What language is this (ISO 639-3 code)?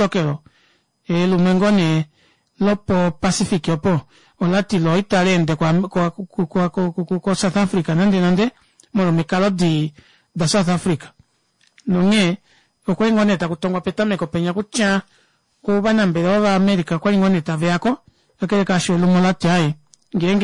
kua